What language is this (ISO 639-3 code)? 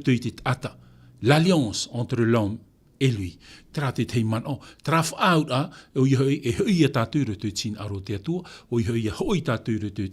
tah